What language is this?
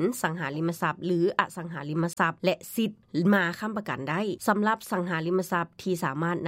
Lao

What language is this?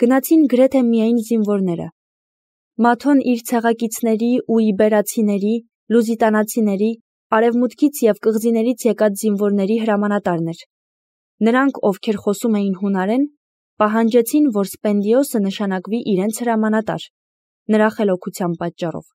Armenian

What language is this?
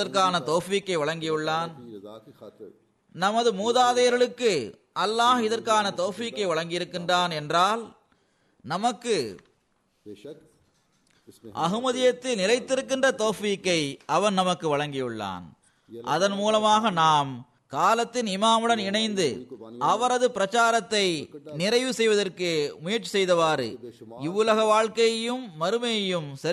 Tamil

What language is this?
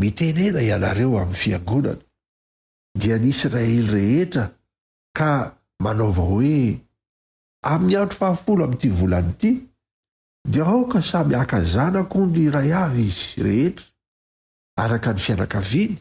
Malagasy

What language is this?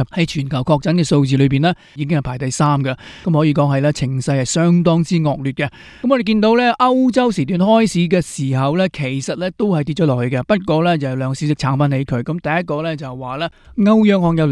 Cantonese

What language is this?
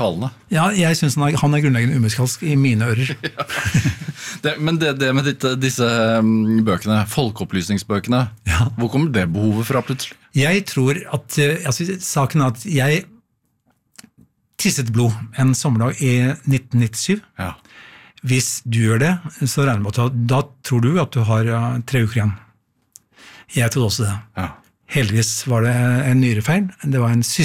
Norwegian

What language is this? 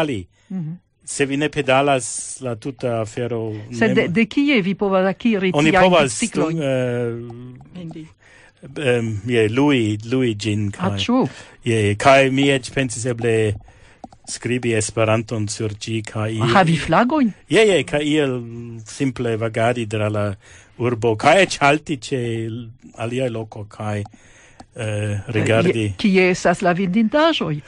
Esperanto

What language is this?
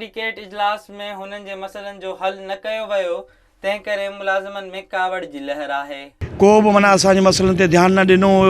Sindhi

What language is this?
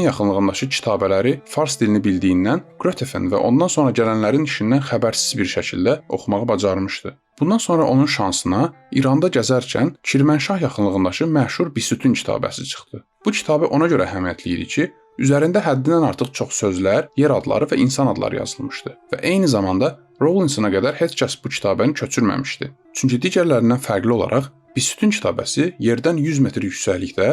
Azerbaijani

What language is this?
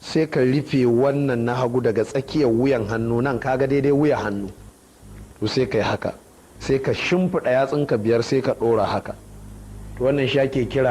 Hausa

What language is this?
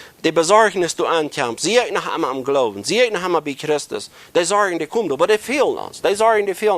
Plautdietsch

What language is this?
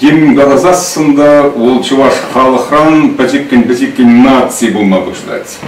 Chuvash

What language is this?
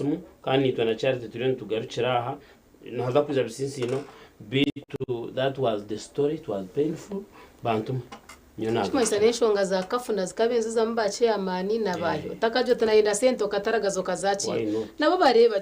Nyankole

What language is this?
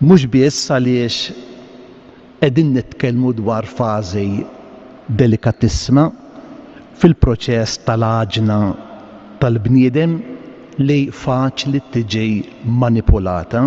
Maltese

